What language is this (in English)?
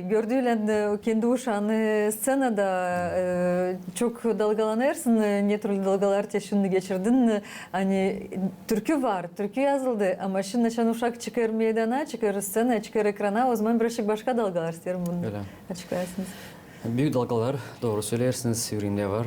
Gagauz